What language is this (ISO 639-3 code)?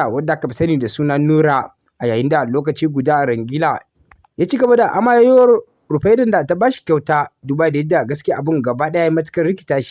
hau